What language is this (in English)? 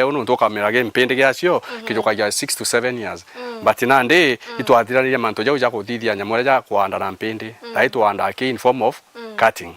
Meru